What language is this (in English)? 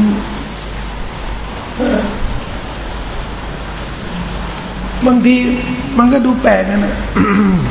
Thai